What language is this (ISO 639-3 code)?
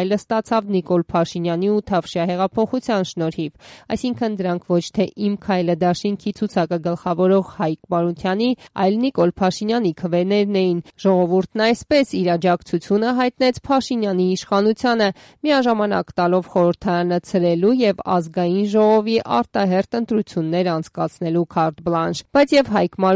hye